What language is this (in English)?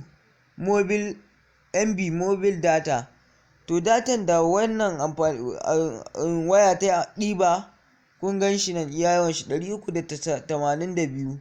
Hausa